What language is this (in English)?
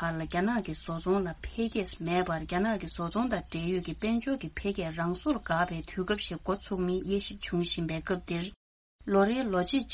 Tibetan